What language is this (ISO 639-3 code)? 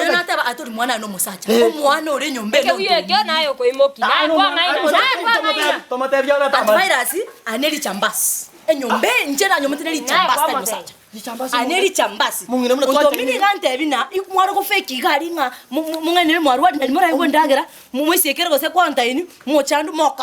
guz